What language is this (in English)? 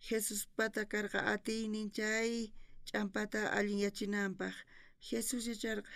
South Bolivian Quechua